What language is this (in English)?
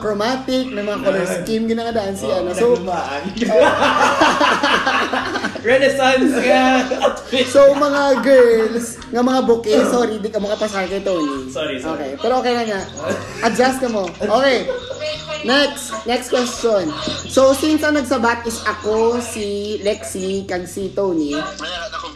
Filipino